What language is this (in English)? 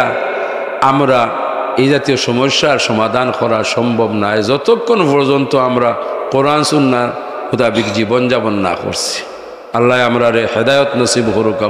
Sylheti